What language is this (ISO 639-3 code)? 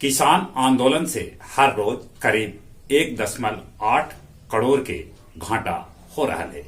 mag